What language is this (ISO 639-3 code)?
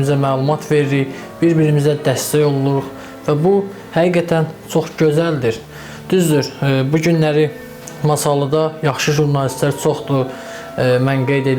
aze